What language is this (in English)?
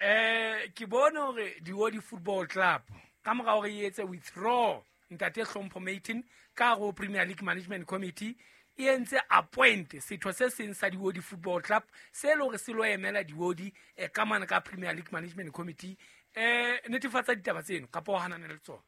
Southern Sotho